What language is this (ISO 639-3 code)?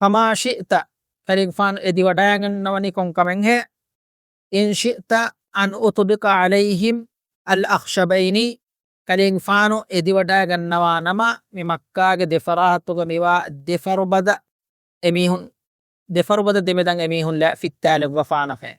div